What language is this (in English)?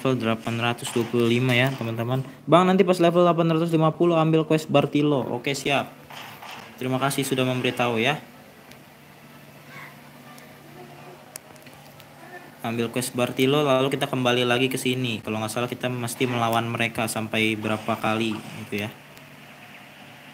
Indonesian